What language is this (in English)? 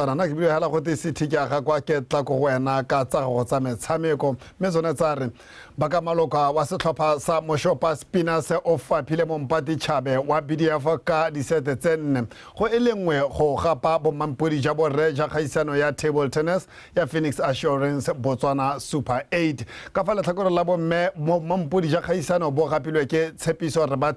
Tswana